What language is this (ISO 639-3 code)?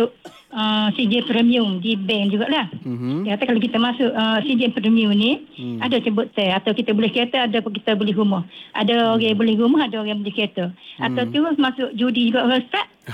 msa